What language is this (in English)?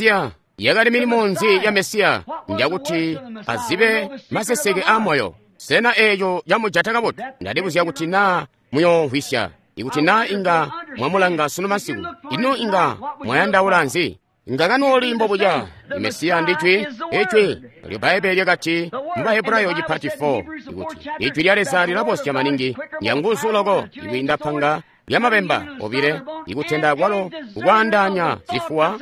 Tonga (Zambia)